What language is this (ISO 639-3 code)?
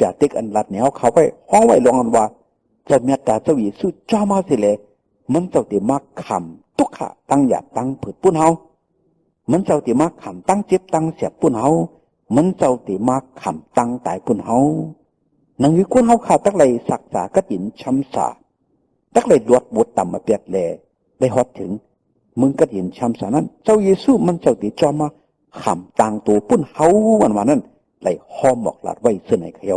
shn